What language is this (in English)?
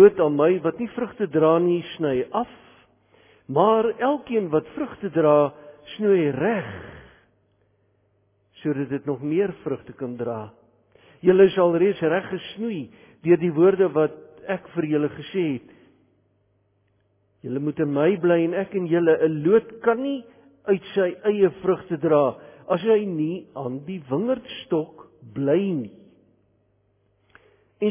Afrikaans